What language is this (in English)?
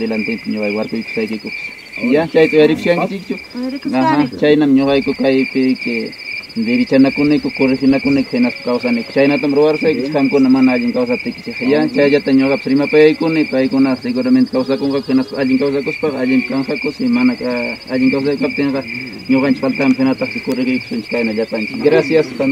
Ayacucho Quechua